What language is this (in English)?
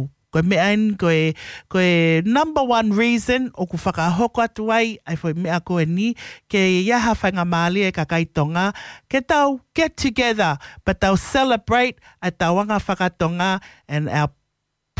Tongan